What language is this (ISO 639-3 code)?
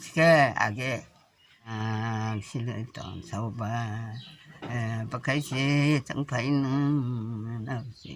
trp